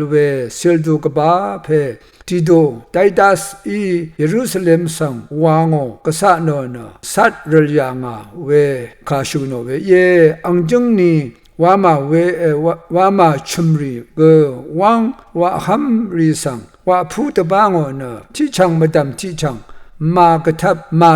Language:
Rawang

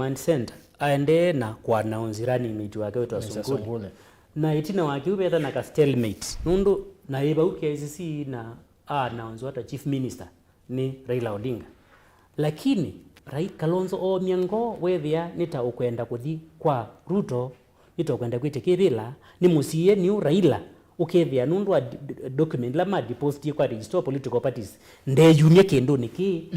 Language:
Kamba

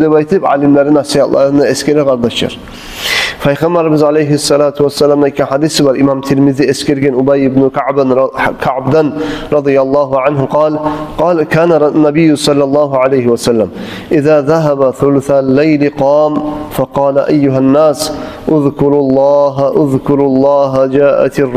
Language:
Kumyk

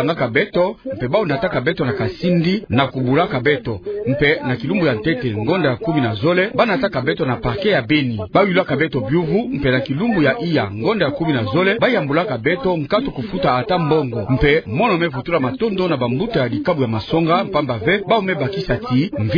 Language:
Kituba (Democratic Republic of Congo)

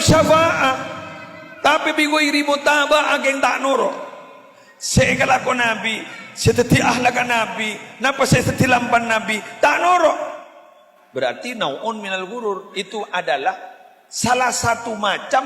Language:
Madurese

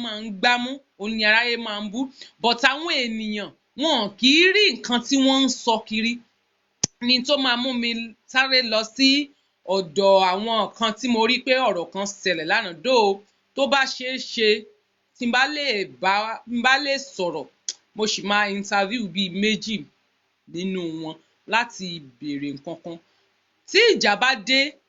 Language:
Yoruba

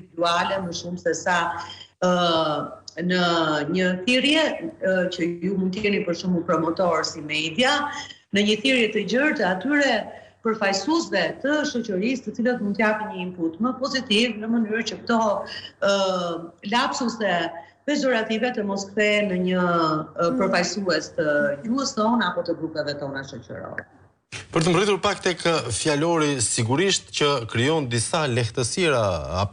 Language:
Albanian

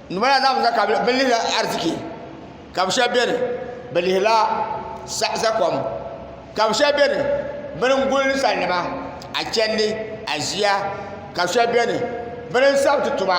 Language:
Dagbani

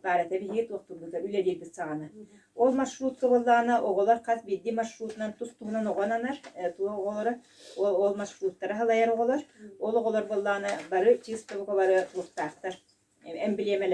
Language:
Yakut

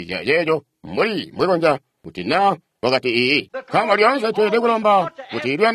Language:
Tonga (Zambia)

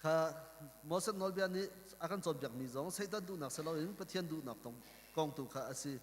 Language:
Hakha Chin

